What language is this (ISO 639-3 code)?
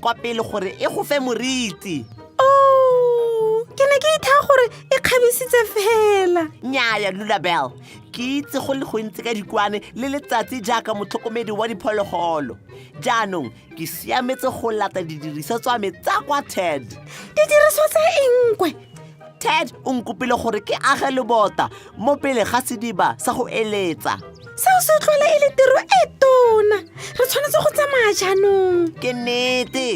tsn